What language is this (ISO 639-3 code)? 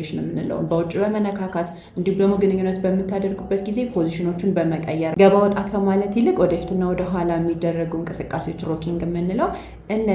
amh